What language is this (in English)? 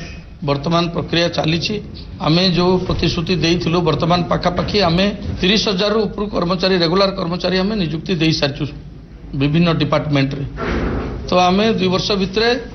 Odia